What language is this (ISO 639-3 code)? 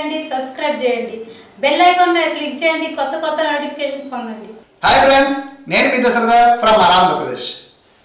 tel